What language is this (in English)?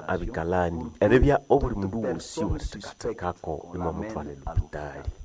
Nande